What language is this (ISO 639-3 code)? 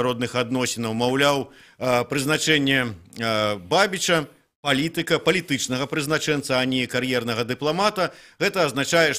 bel